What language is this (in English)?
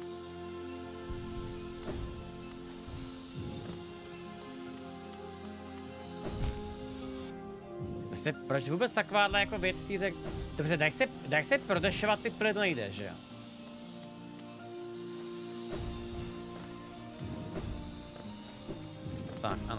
Czech